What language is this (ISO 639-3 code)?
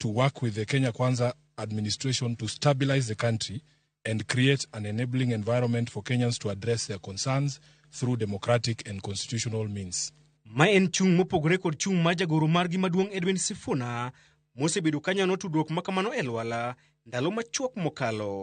luo